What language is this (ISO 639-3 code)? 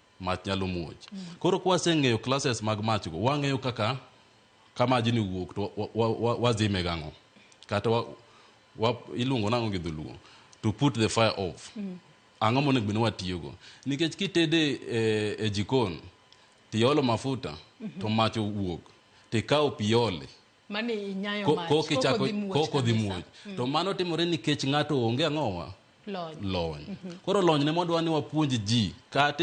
luo